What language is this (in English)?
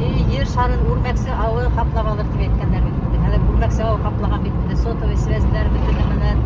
Bashkir